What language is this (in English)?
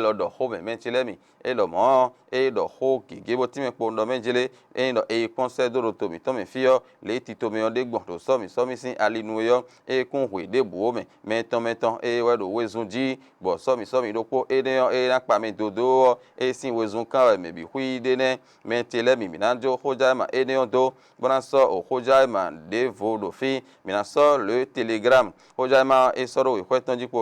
Fon